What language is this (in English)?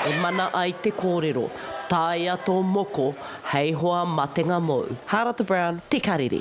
Māori